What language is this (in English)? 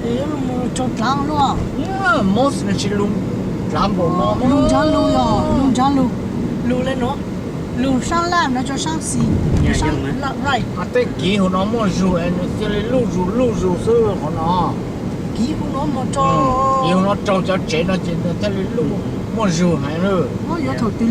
Hmong